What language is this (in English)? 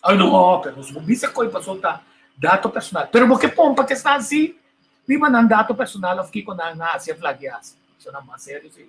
Papiamento